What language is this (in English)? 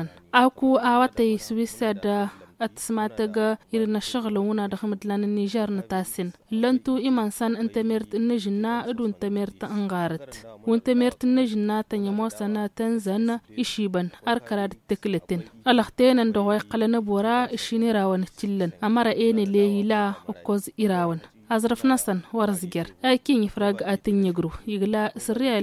Tamasheq